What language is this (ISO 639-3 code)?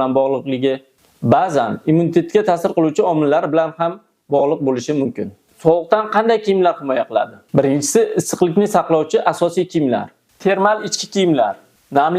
uzb